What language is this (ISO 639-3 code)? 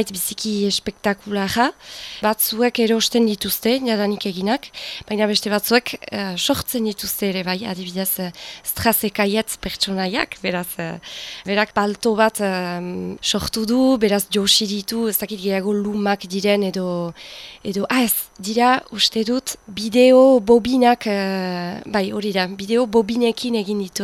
eus